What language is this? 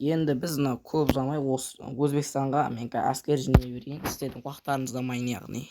Kazakh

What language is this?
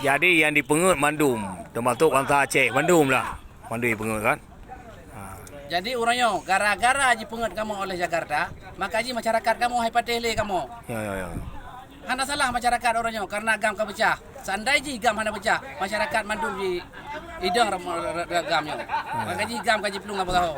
Achinese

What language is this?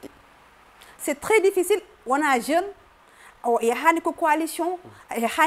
Fula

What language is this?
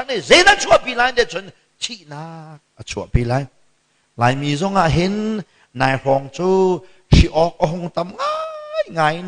Hakha Chin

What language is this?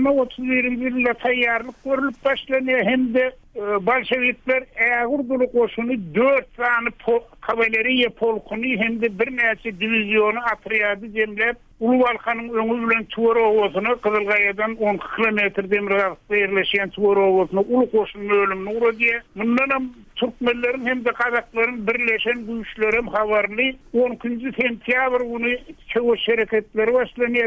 Turkmen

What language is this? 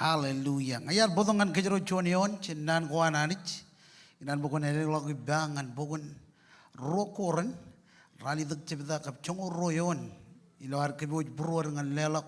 Marshallese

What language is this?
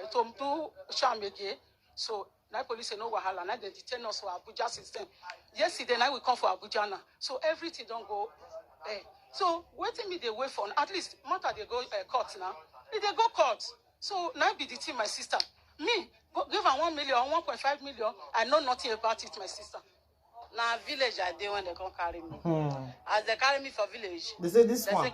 Nigerian Pidgin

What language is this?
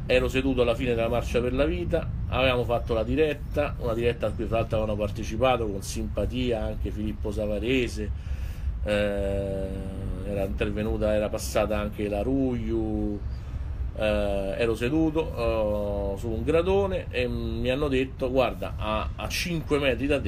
Italian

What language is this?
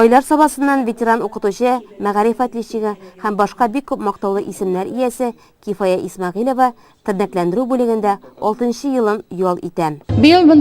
Tatar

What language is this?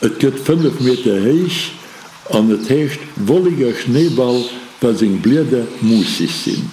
Luxembourgish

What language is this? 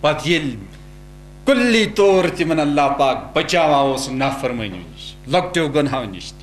Kashmiri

